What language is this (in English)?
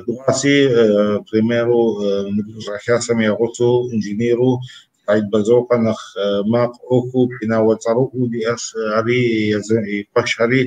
Kabardian